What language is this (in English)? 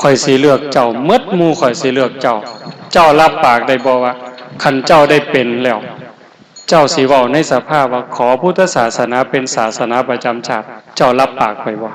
Northeastern Thai